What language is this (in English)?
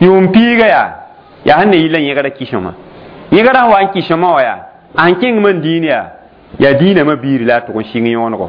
Mossi